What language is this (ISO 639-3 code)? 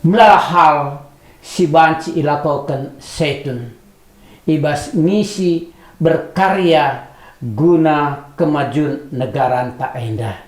btx